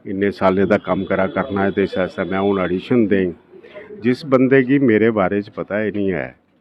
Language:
Dogri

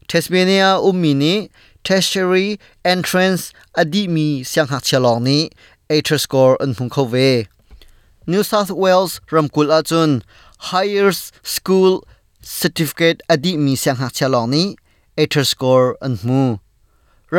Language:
Hakha Chin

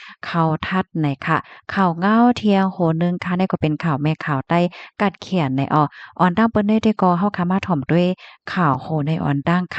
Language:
Shan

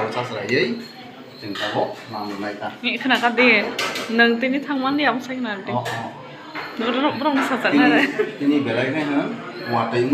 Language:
Kok Borok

